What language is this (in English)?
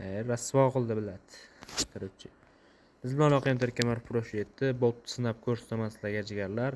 Uzbek